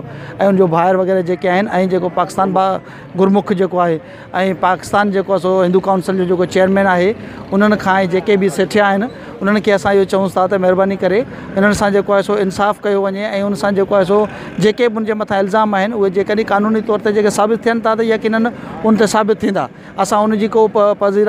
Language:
Sindhi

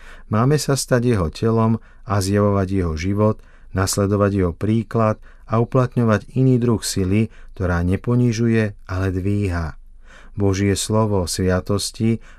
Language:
Slovak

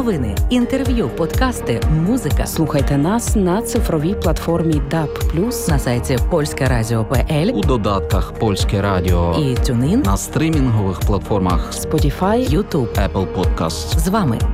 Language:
Ukrainian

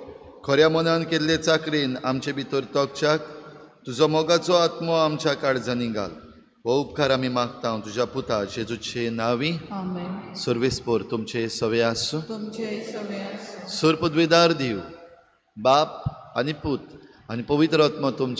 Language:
Konkani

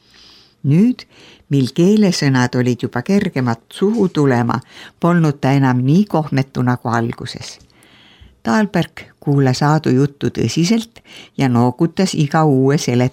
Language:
Estonian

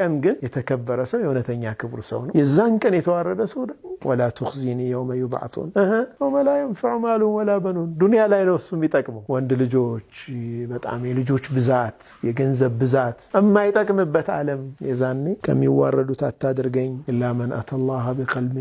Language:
Amharic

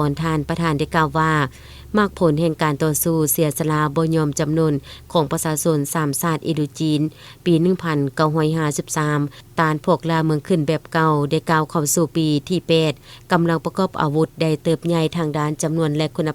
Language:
Lao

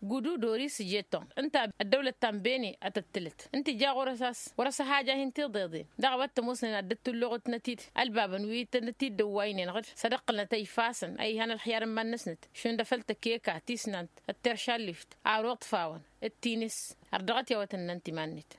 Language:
Tamasheq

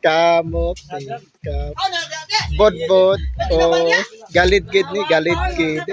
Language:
Cebuano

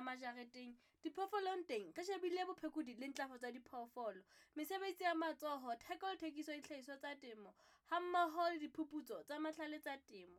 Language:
Southern Sotho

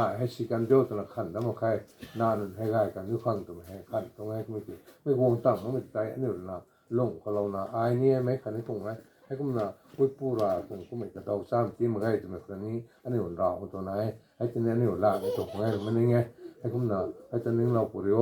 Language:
Rongmei Naga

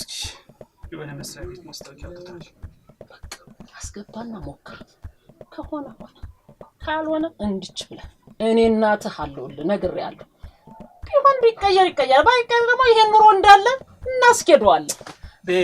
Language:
Amharic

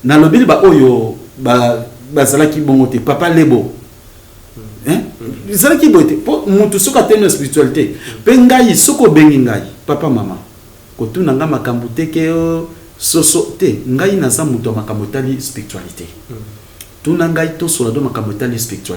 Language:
Lingala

